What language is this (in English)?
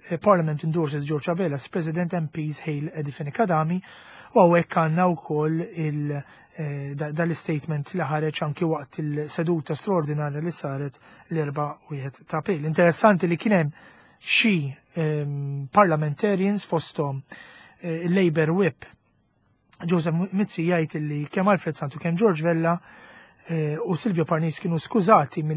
Maltese